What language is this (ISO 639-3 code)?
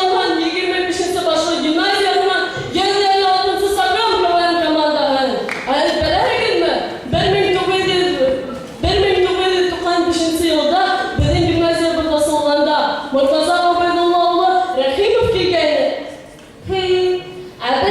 bak